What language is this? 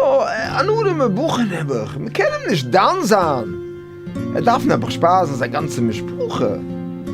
Yiddish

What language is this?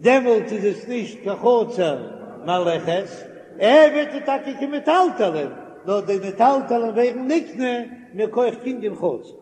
Yiddish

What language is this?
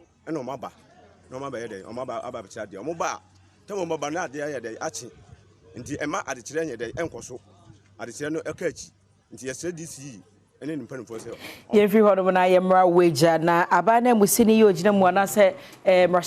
Akan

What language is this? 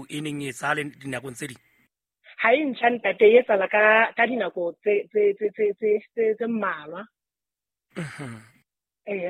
Southern Sotho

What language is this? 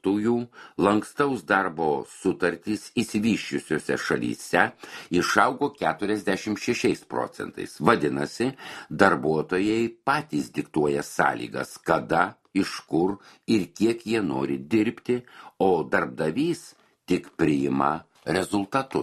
Lithuanian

